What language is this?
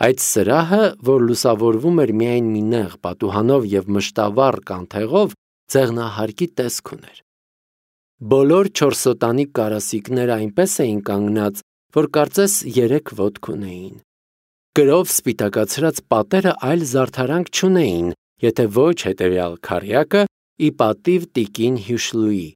Armenian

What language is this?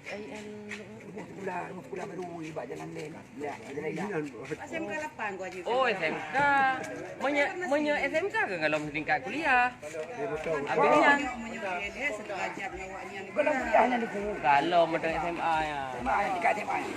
Achinese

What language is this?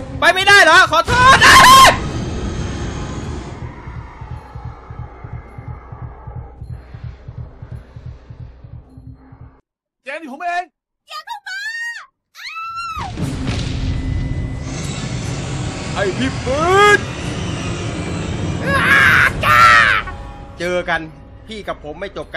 Thai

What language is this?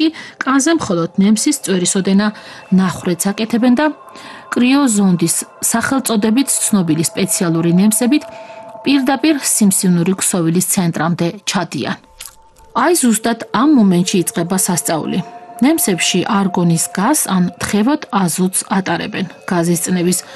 Georgian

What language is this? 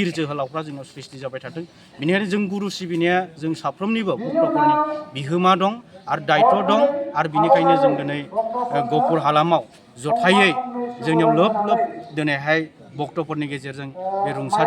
Bodo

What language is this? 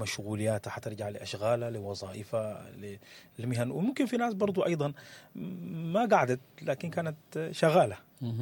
Sudanese Arabic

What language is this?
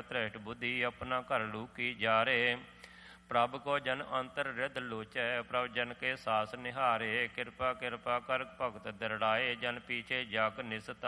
Punjabi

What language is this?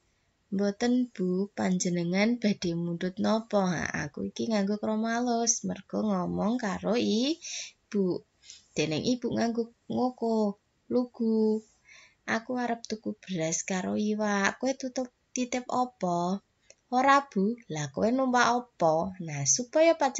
Javanese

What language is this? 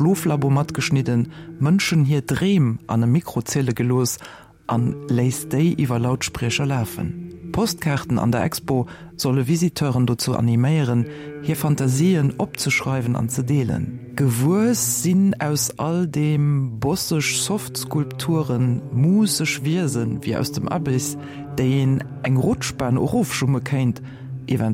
Luxembourgish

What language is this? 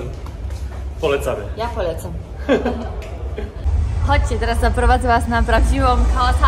Polish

